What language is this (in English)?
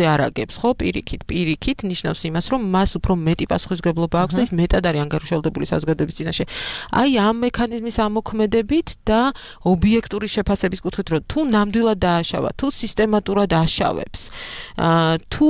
Georgian